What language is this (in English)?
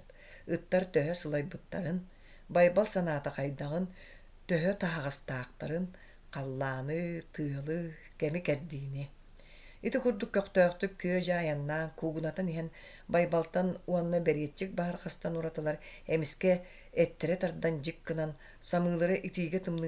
Yakut